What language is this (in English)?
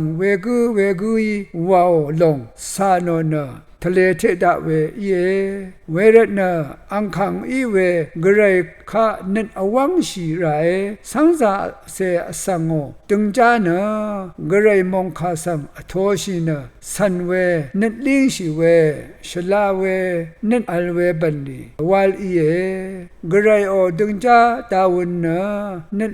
Rawang